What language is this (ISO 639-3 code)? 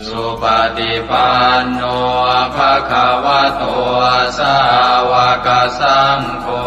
pli